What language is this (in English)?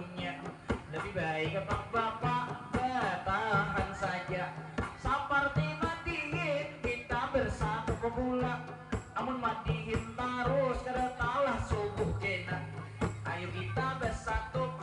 Banjar